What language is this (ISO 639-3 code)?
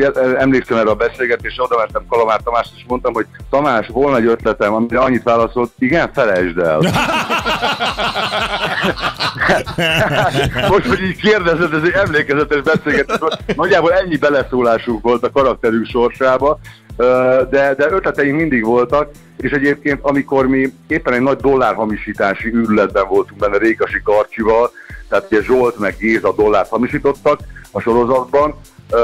hun